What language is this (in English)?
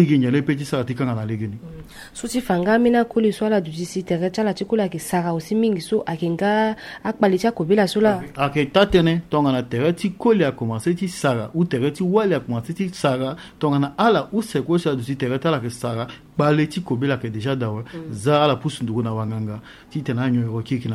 Sango